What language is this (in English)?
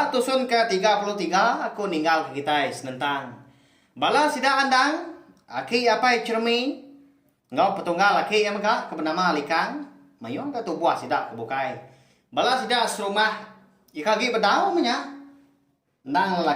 Iban